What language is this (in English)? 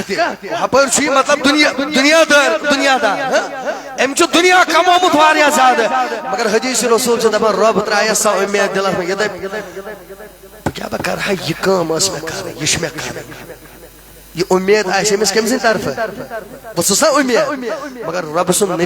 Kashmiri